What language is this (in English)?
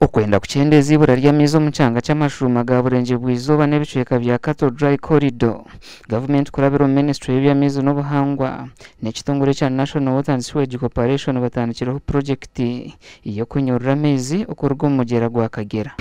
Nyankole